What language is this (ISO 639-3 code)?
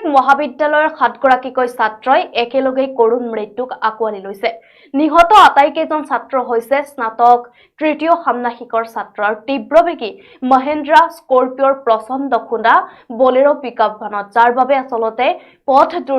asm